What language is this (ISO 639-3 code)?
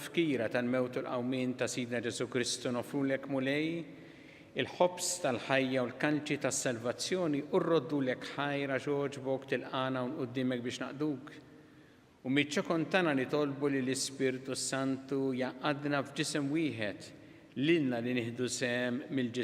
mlt